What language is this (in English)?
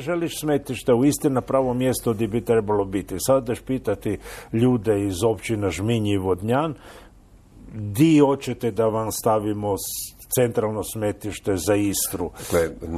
Croatian